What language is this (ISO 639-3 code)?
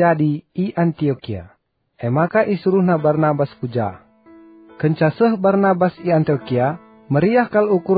btx